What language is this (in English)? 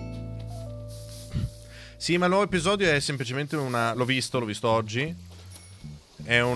Italian